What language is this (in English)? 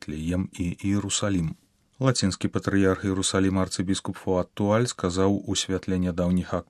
Belarusian